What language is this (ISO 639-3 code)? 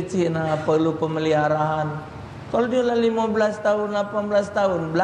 mui